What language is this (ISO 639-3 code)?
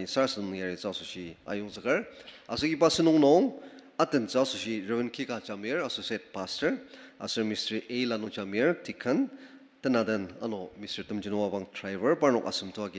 njo